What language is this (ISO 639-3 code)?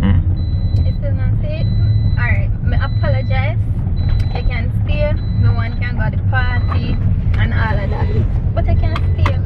jam